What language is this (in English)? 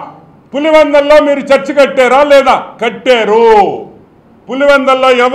Telugu